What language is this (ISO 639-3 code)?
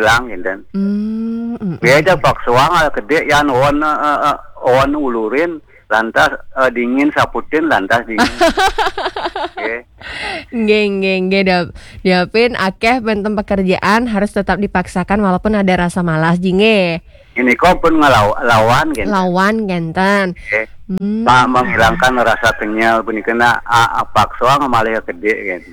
ban